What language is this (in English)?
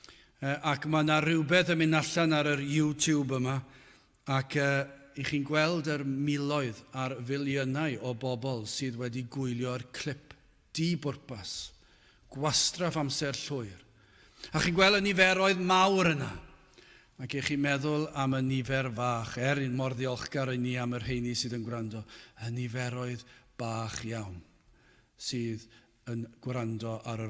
Welsh